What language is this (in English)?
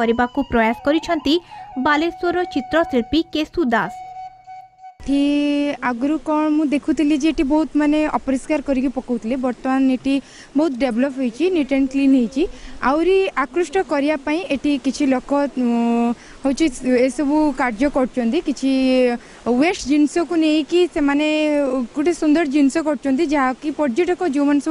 Odia